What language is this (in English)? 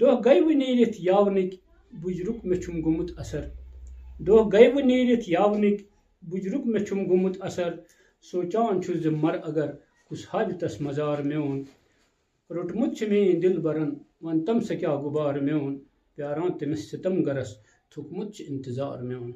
Kashmiri